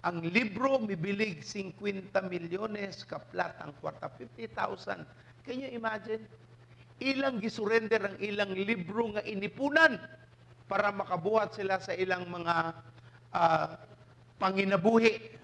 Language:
Cebuano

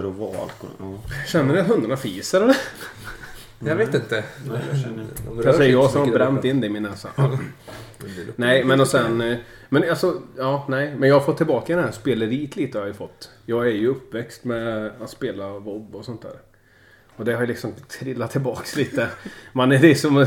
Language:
Swedish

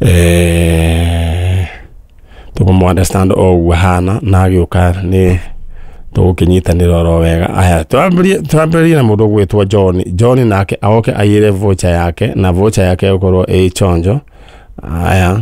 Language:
Kikuyu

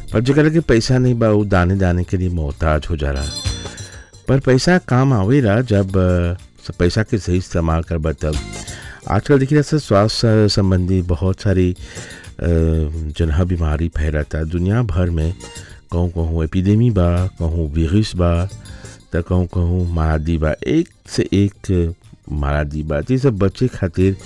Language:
Bhojpuri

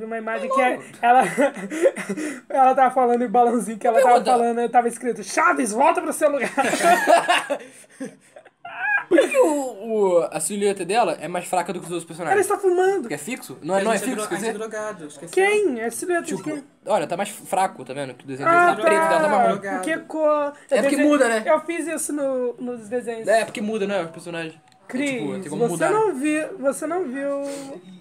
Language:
Portuguese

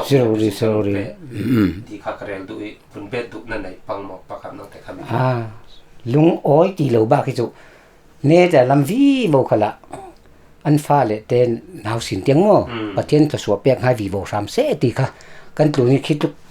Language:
Falam Chin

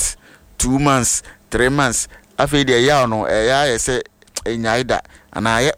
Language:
Akan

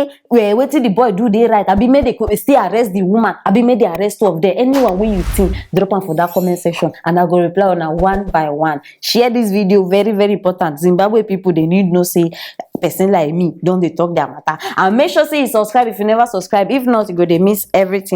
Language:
Nigerian Pidgin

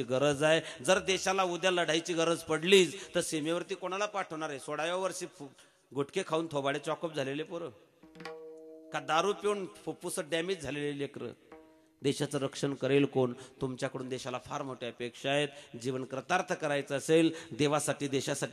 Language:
Marathi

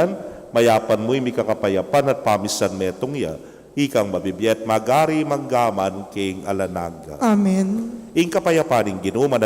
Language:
Pampanga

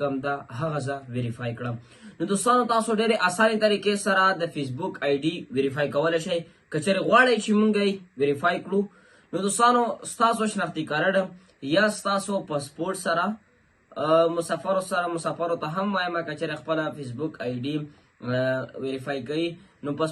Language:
Pashto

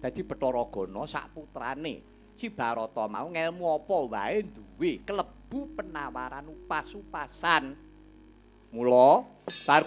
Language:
Javanese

